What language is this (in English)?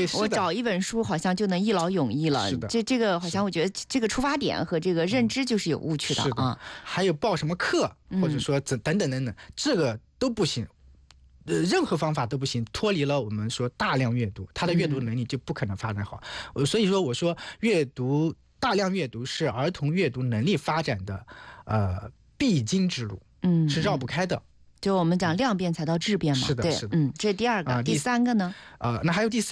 Chinese